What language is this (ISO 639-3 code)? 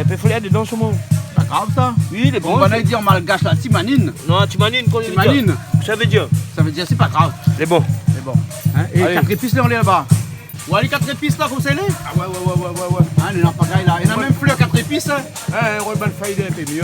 rcf